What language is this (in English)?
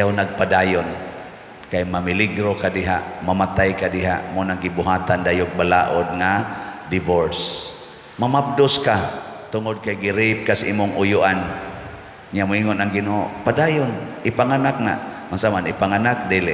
Cebuano